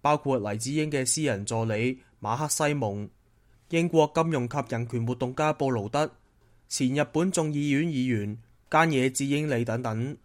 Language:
Cantonese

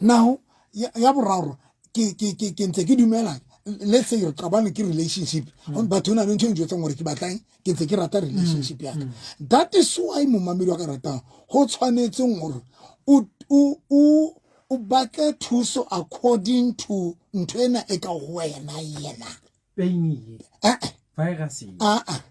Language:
Southern Sotho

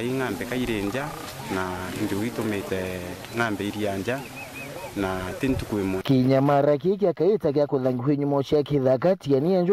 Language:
Meru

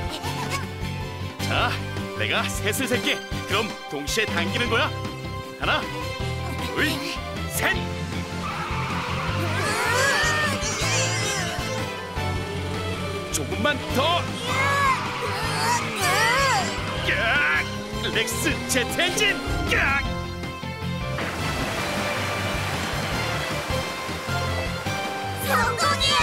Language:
Korean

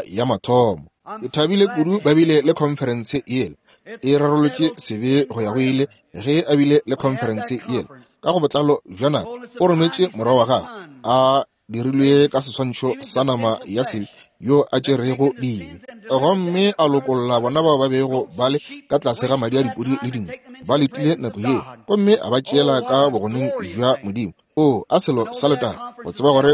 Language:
Northern Sotho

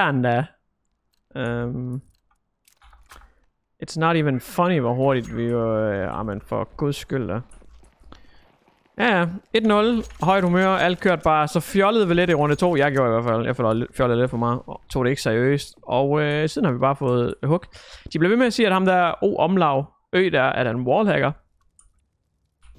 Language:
Danish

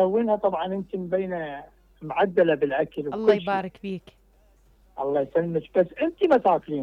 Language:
Mesopotamian Arabic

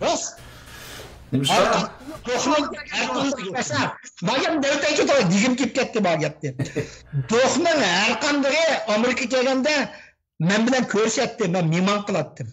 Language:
Uyghur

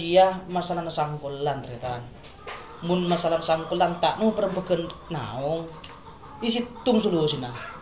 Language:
Madurese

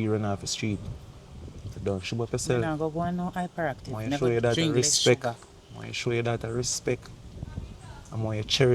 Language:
Jamaican Creole English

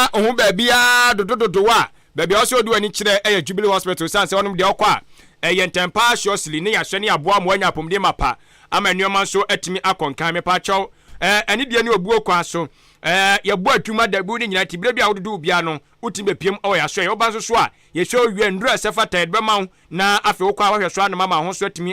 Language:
Akan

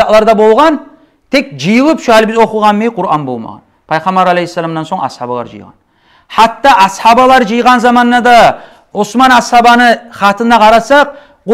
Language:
Kumyk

